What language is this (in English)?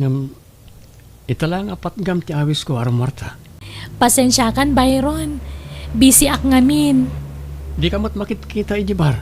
Iloko